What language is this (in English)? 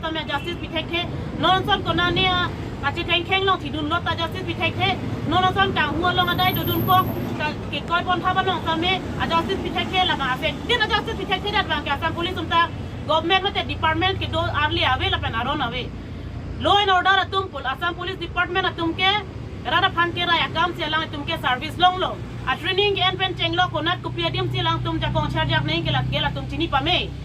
Karbi